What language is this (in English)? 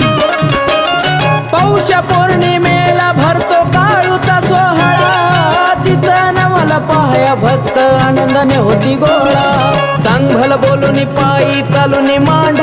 Marathi